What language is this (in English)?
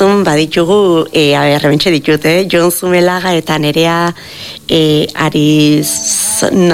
Basque